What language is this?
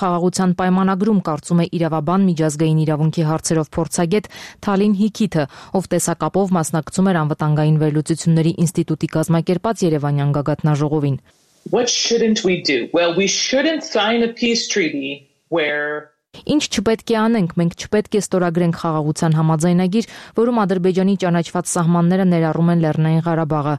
Armenian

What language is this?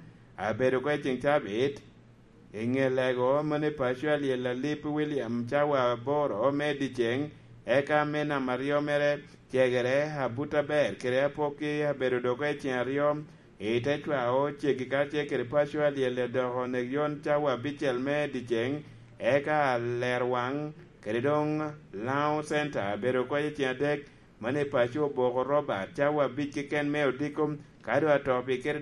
Lango (Uganda)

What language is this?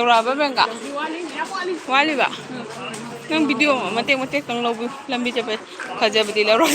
Manipuri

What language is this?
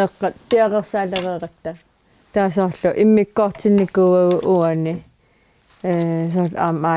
Kalaallisut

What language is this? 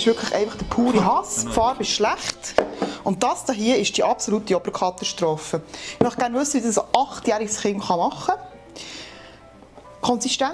Swiss German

